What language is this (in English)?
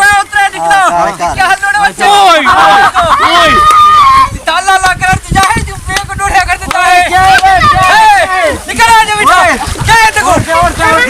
Saraiki